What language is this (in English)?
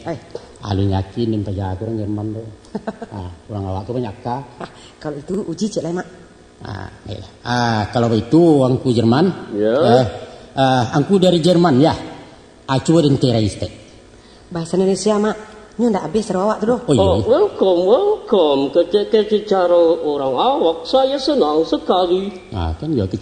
Minangkabau